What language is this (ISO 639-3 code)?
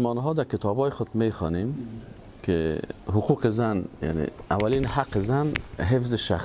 fas